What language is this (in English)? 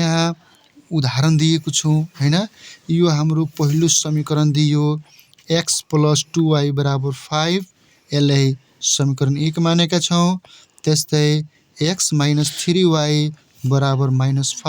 Nepali